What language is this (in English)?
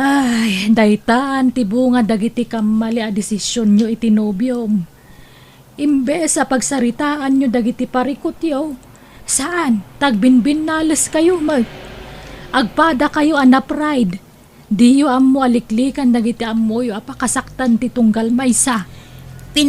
Iloko